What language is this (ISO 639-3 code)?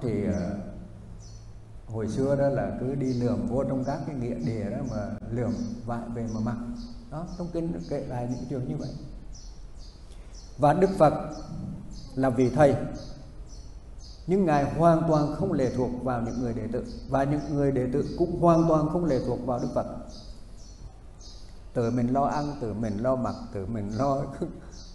vie